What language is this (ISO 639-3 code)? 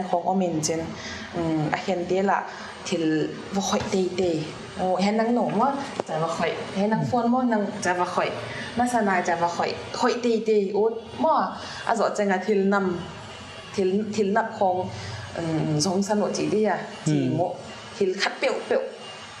pck